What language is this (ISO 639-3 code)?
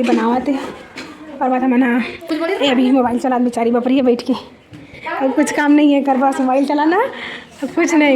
hne